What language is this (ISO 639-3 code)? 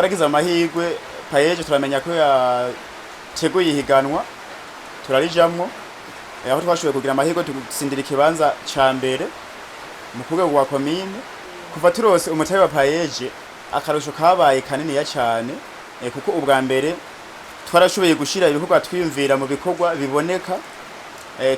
run